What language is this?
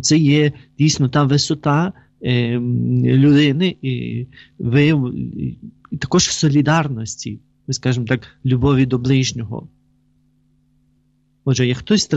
Ukrainian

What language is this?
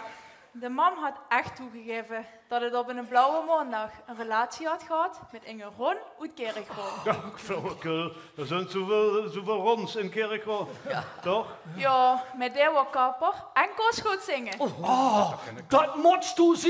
Limburgish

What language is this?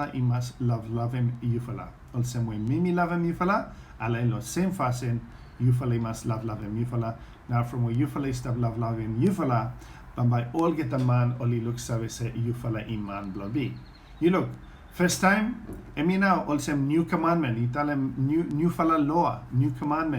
Bislama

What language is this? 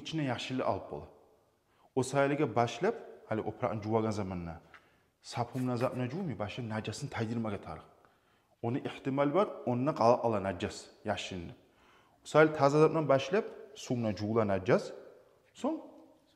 Kumyk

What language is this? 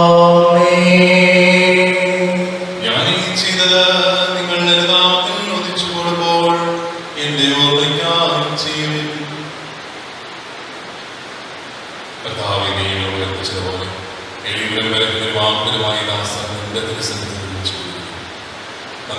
Malayalam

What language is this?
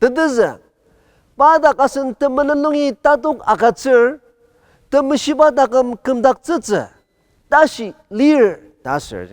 Ao Naga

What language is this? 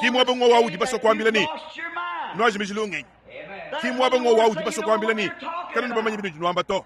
Luba-Lulua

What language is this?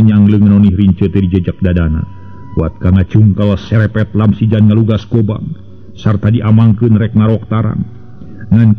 Sundanese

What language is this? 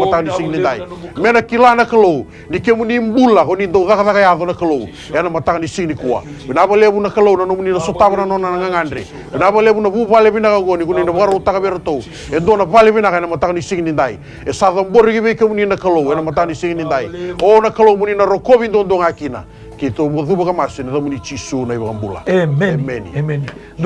Fijian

